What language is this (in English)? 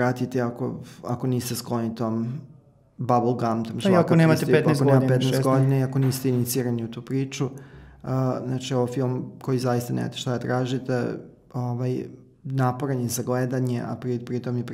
Serbian